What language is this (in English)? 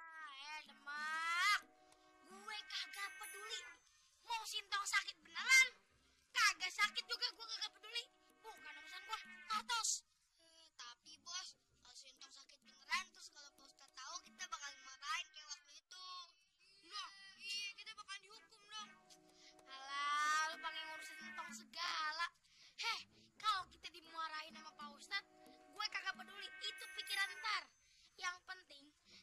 Betawi